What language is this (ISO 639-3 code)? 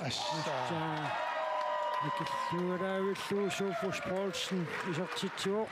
kal